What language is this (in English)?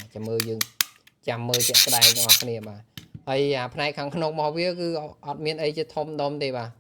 Khmer